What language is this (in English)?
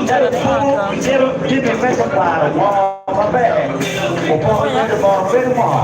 Acoli